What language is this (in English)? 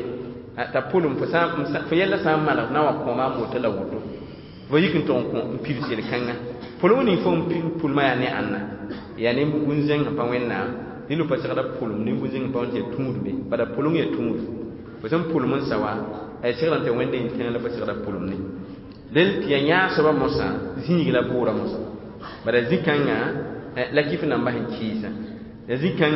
Mossi